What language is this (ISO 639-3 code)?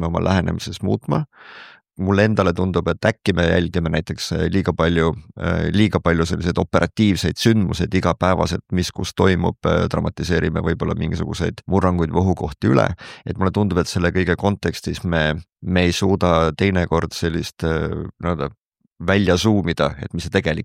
est